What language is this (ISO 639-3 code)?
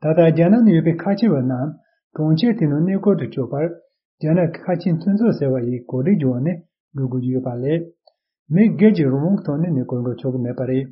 bod